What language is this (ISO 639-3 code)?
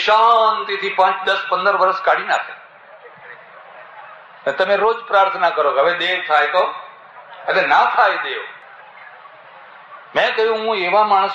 guj